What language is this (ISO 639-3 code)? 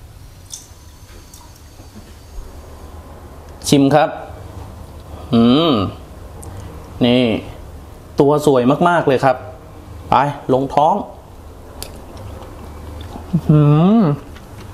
tha